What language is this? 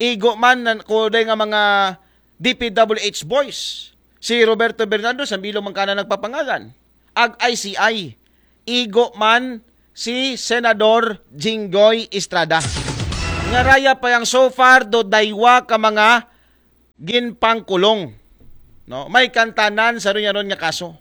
Aklanon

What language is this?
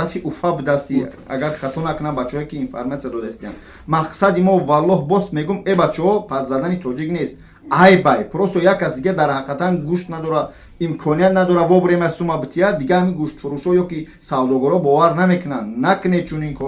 Tajik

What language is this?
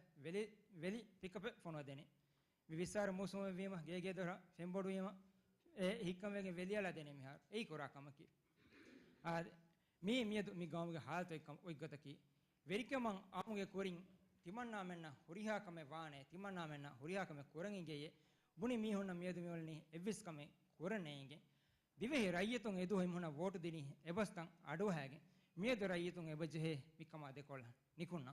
Divehi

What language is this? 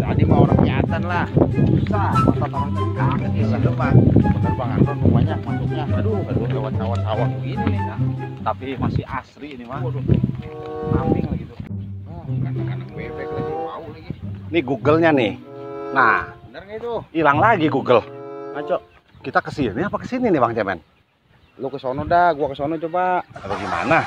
Betawi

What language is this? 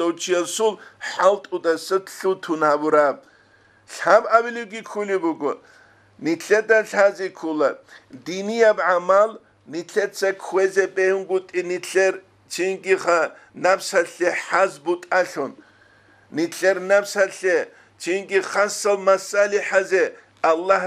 Avaric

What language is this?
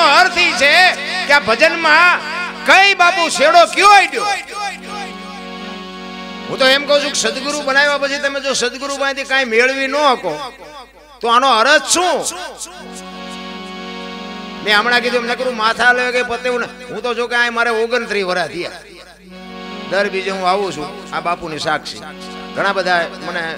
Gujarati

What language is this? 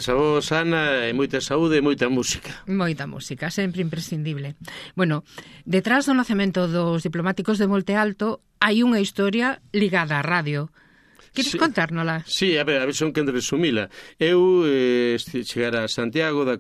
Galician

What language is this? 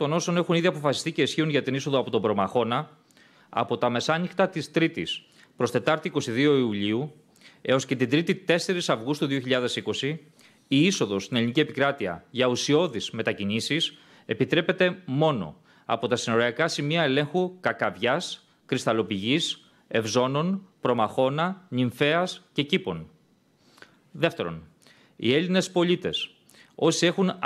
Greek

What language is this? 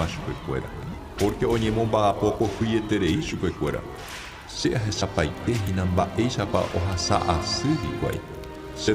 Guarani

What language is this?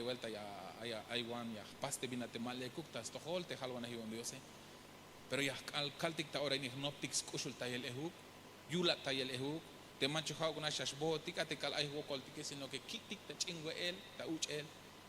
Tzeltal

